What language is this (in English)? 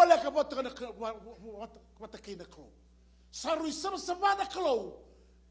Fijian